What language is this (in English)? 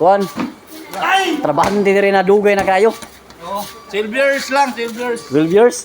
Cebuano